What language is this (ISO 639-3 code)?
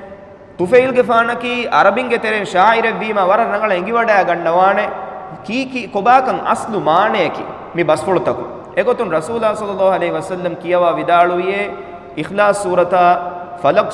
div